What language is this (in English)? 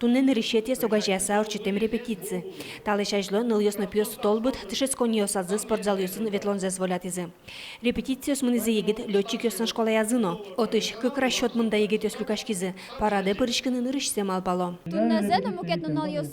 Udmurt